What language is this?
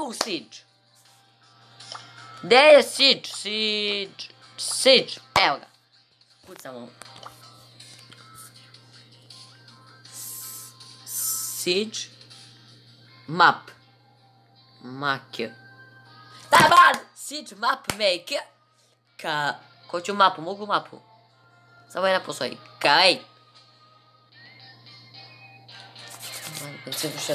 Croatian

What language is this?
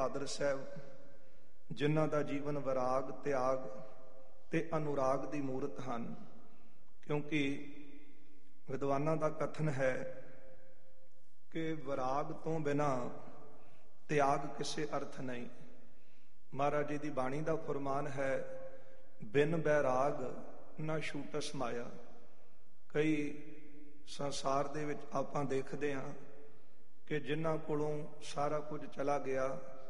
Punjabi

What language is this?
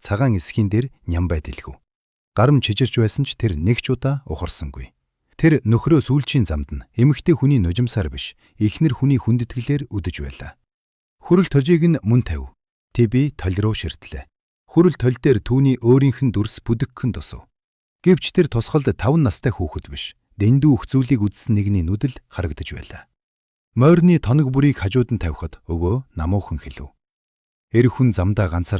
Mongolian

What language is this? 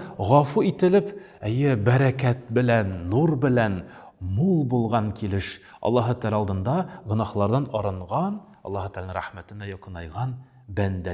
Tatar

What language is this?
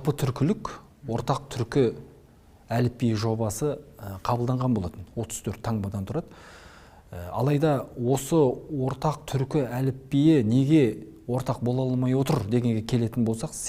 Kazakh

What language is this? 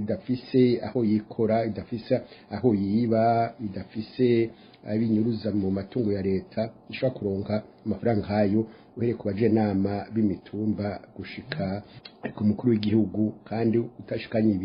Rundi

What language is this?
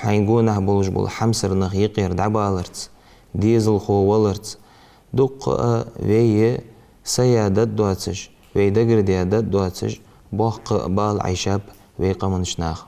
Ingush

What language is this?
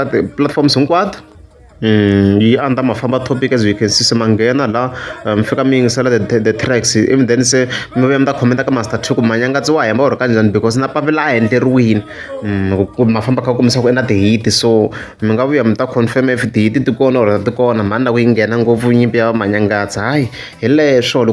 Tsonga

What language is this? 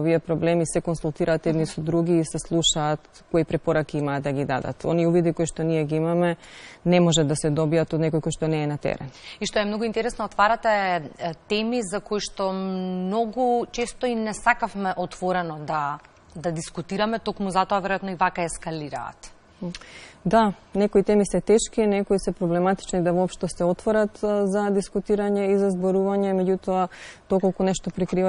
Macedonian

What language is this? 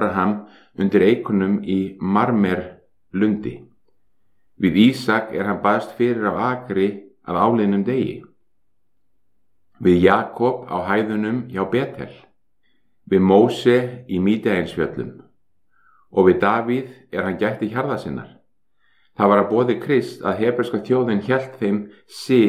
Icelandic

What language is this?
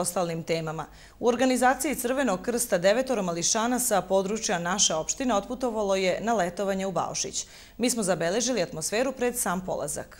Serbian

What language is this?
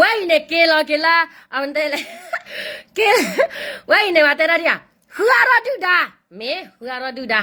S'gaw Karen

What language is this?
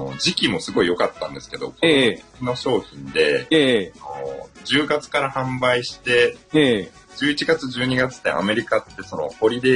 Japanese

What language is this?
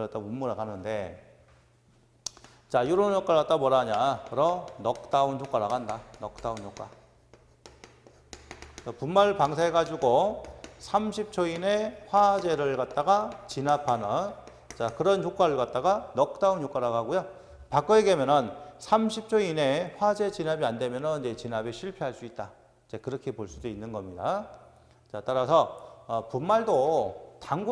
Korean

